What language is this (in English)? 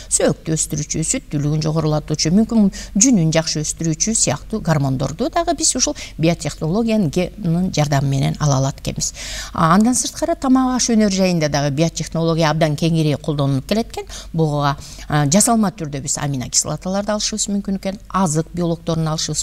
Kyrgyz